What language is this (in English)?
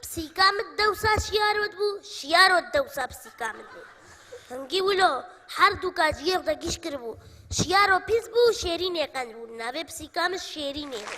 Kurdish